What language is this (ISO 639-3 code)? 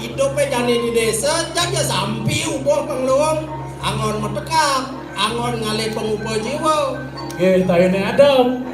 ban